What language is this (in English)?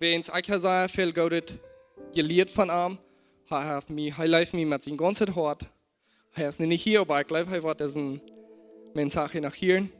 Plautdietsch